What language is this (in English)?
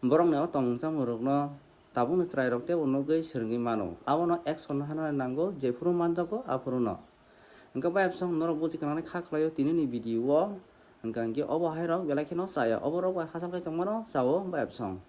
Kok Borok